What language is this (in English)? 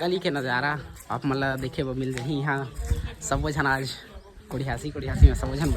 Chhattisgarhi